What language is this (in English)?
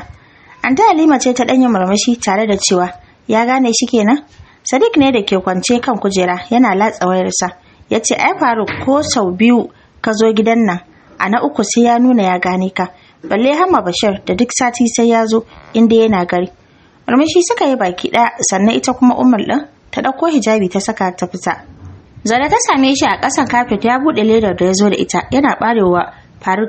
Hausa